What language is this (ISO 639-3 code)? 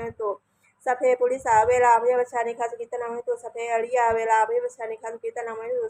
pli